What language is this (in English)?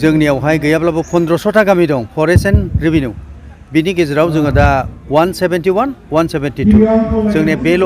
Bodo